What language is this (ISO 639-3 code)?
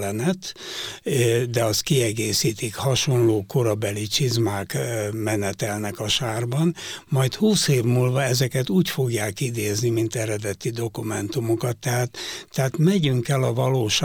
hun